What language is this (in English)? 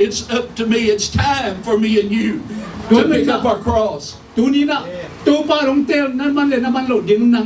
Tedim Chin